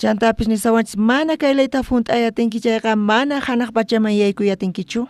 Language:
South Bolivian Quechua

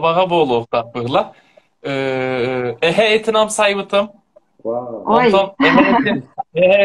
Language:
Yakut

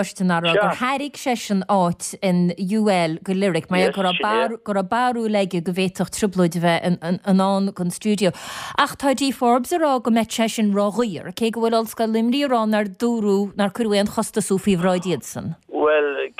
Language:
Irish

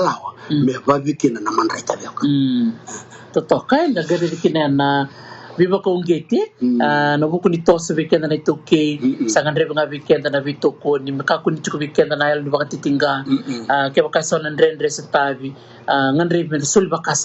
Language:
Fijian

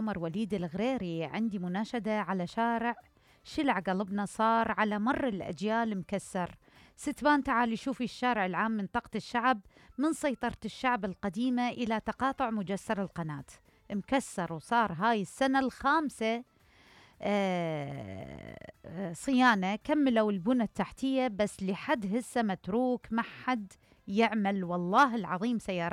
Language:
Mesopotamian Arabic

